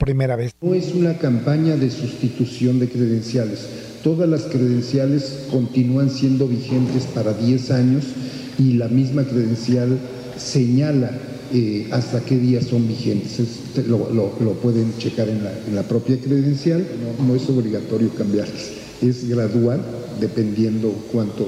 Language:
Spanish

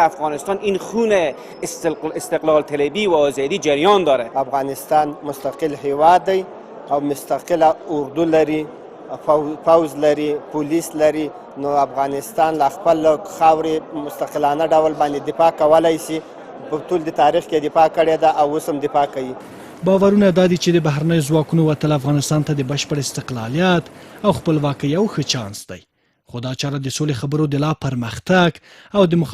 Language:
Pashto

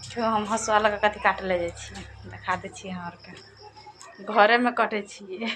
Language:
Maithili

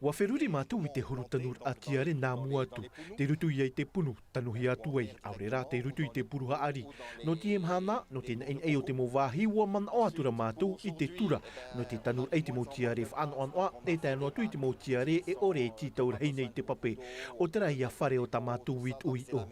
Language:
Tahitian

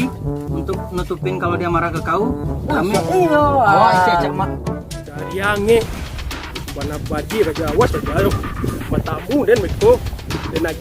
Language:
Minangkabau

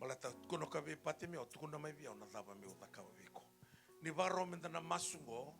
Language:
Fijian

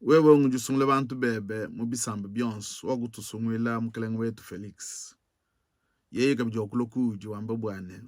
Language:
Luba-Lulua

